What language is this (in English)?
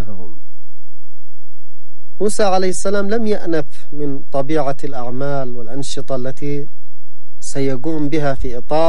Arabic